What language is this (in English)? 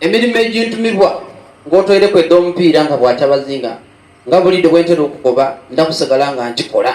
Soga